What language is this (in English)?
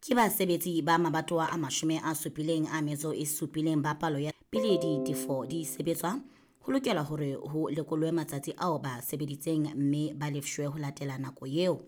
Southern Sotho